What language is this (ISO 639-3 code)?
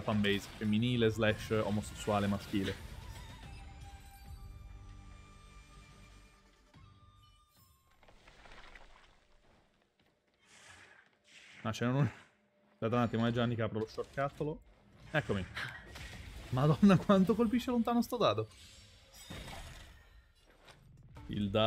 ita